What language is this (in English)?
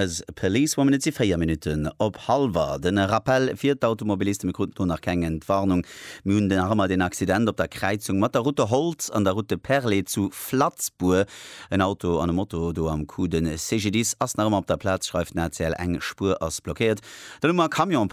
Luxembourgish